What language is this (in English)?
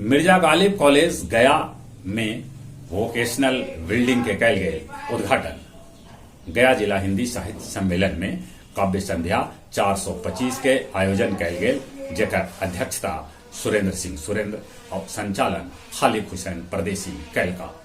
Magahi